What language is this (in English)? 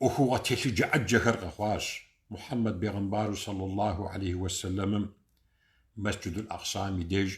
Kabardian